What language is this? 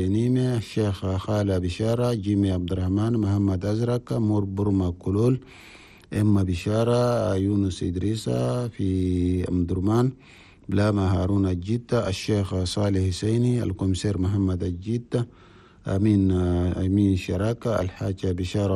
Chadian Arabic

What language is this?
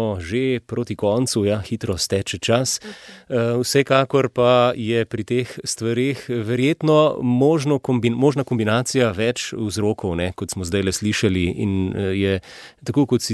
Slovenian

